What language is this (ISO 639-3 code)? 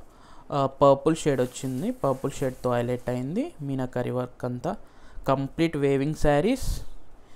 tel